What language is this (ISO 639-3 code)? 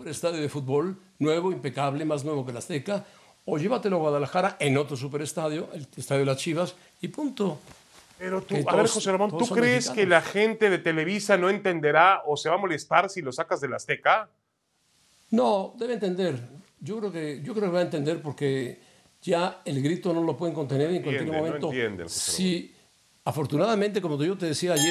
spa